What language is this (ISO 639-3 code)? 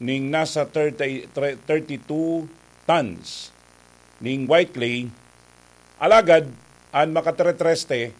bik